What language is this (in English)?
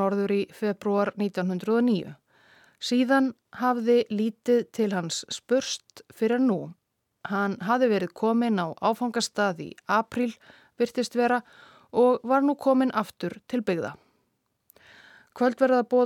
Icelandic